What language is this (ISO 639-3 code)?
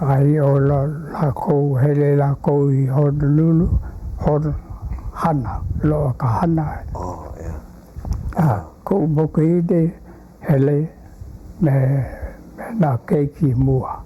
haw